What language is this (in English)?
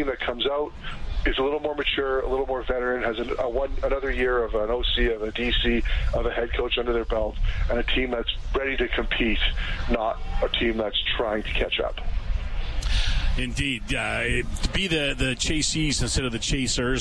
English